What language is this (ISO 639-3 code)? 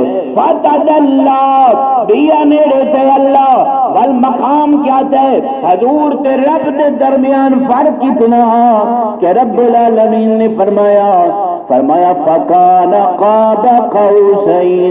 skr